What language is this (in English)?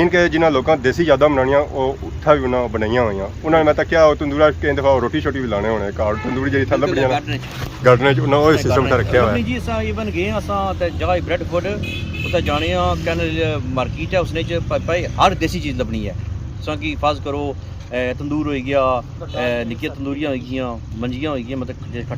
Pahari-Potwari